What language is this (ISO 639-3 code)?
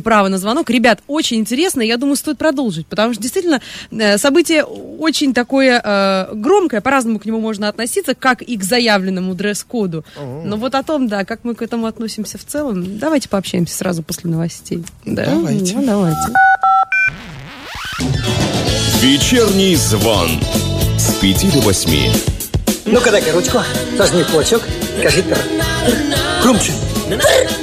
rus